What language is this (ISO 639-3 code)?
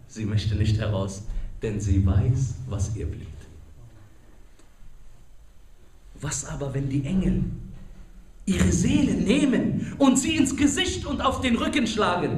deu